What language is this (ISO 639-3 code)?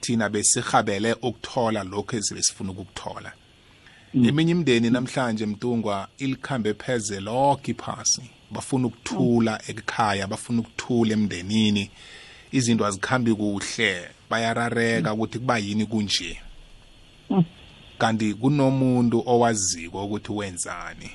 nbl